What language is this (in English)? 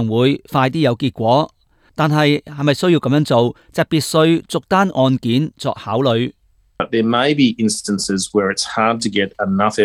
Cantonese